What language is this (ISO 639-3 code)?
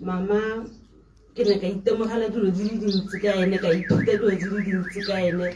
tsn